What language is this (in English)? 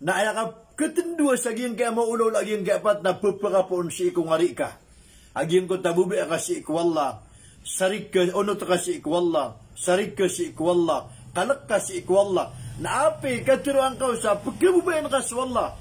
Maranao